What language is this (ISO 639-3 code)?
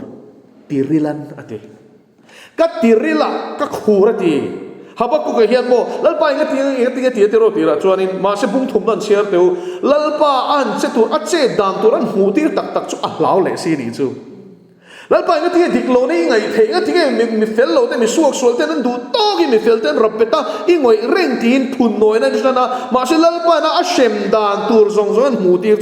lus